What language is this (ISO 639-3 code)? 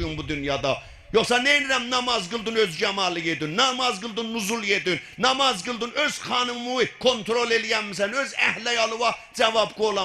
azb